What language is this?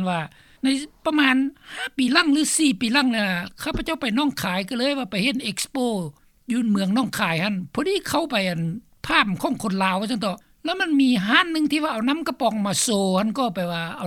Lao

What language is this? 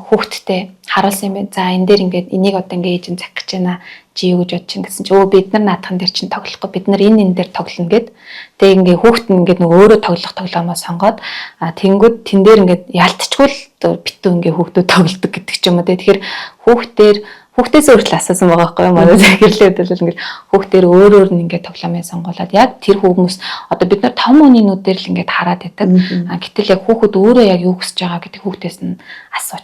Mongolian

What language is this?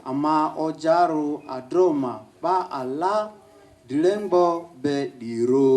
Lugbara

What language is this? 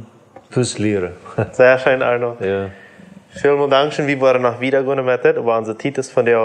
Plautdietsch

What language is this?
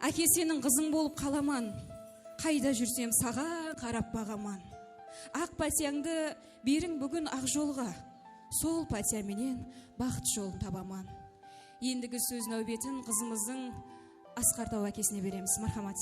Kara-Kalpak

